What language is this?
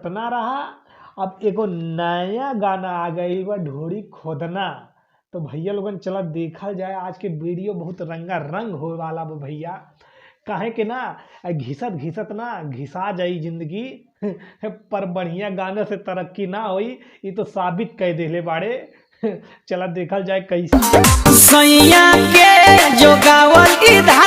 Bhojpuri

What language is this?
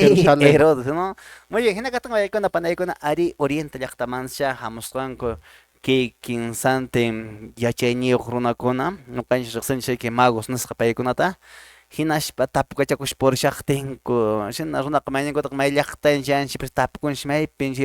Quechua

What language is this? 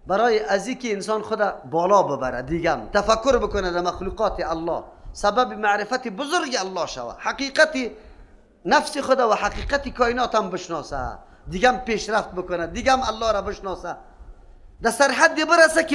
Persian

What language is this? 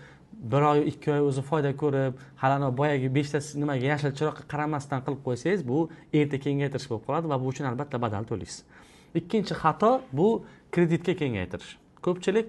Uzbek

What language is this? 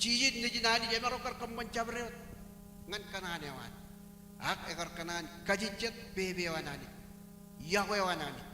Marshallese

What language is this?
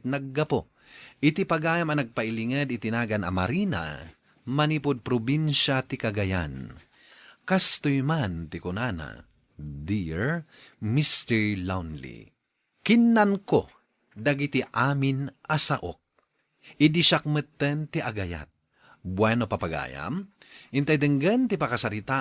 Iloko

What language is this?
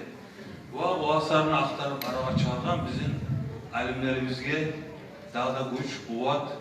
Kumyk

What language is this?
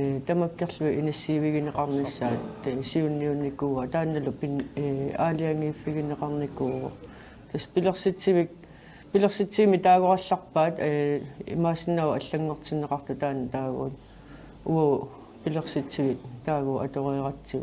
Kalaallisut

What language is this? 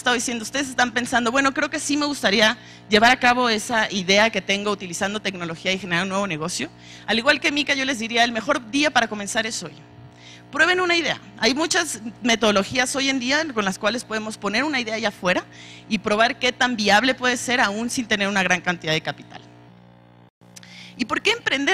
Spanish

